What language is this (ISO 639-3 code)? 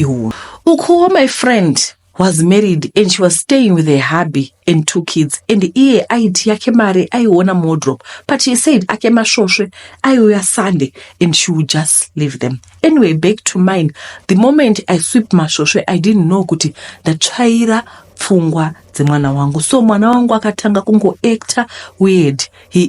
sna